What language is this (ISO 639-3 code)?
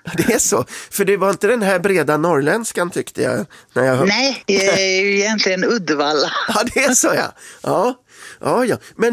swe